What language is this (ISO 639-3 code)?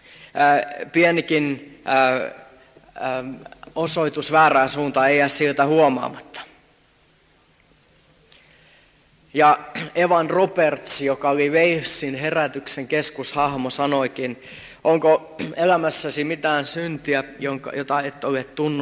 fin